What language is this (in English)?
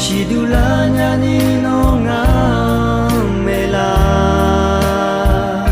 Akha